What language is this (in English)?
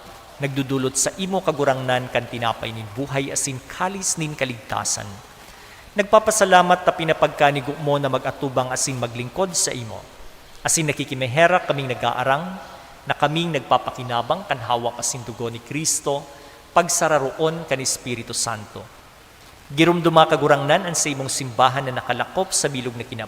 Bikol